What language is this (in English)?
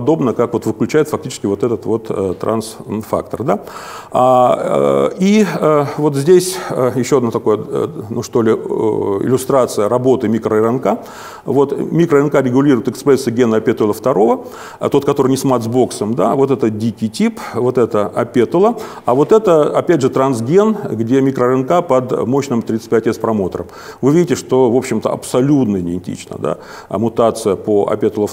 Russian